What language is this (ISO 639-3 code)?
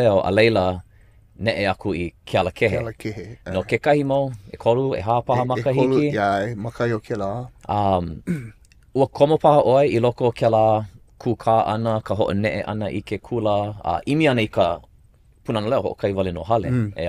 haw